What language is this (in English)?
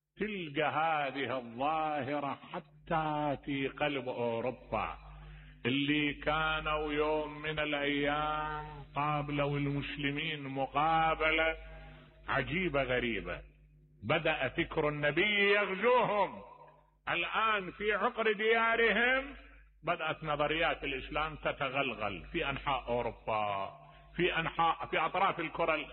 Mesopotamian Arabic